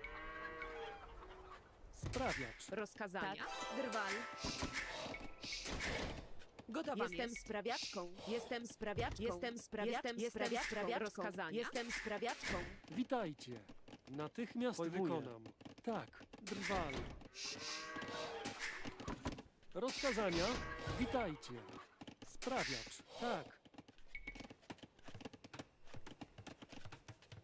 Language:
Polish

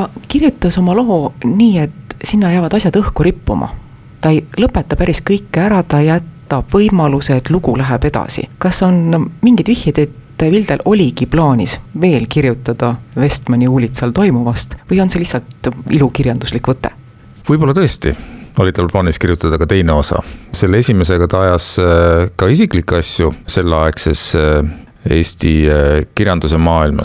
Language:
Estonian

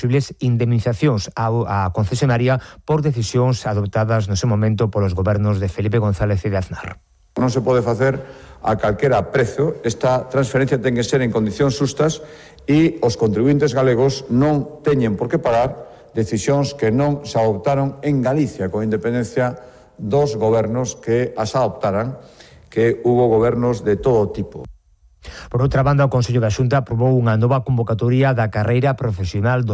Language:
Galician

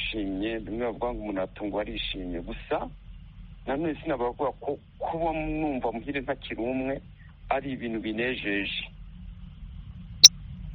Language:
Kinyarwanda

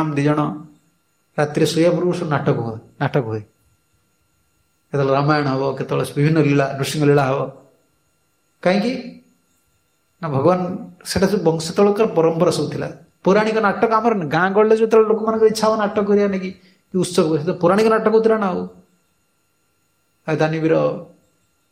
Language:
Odia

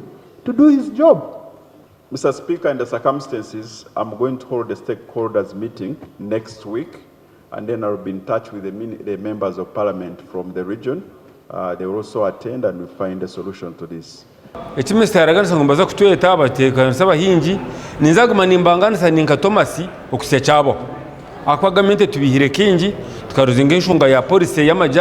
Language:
Nyankole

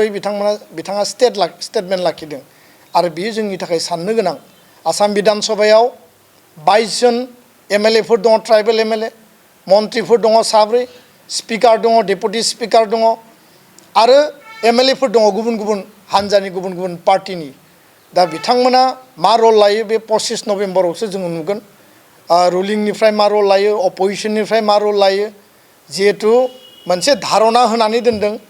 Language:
Bodo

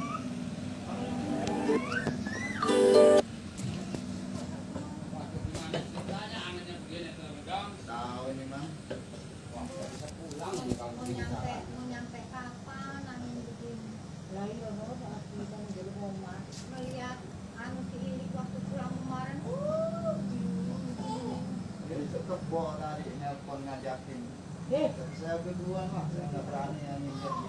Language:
Indonesian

